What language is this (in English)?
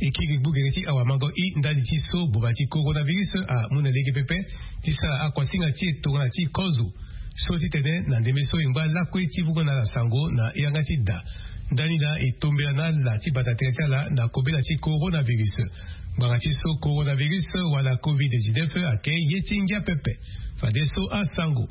Sango